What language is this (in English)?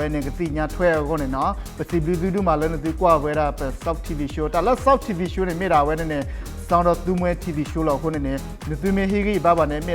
S'gaw Karen